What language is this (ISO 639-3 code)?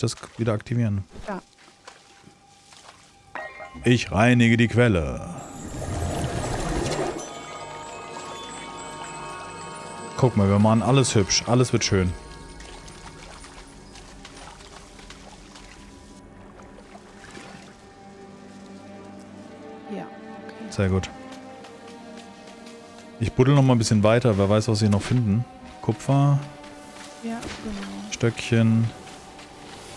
deu